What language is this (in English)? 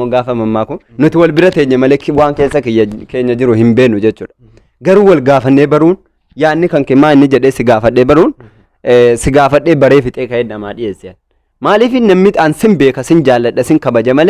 Oromo